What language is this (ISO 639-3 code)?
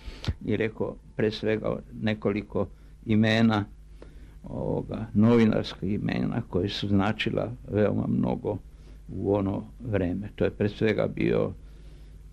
srp